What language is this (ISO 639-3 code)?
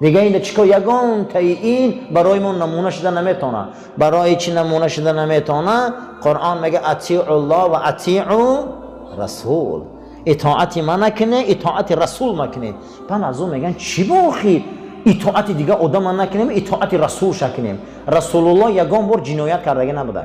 tgk